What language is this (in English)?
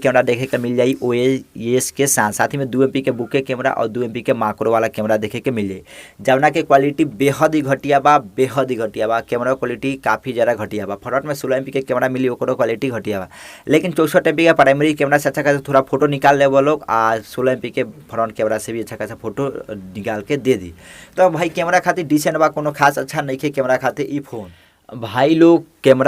Bhojpuri